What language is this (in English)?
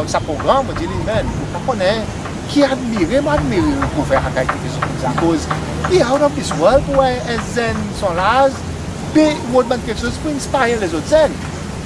Seselwa Creole French